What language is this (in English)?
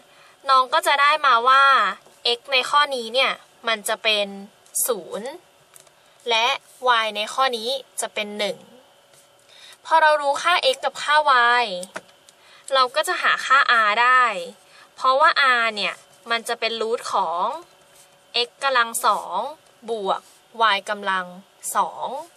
Thai